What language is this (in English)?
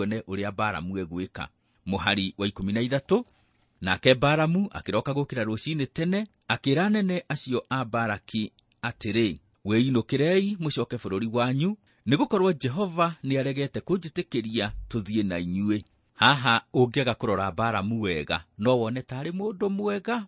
Kikuyu